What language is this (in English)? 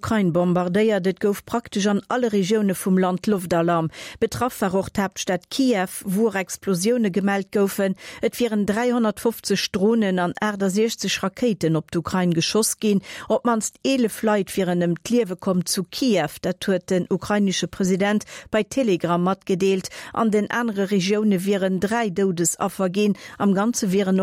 Luxembourgish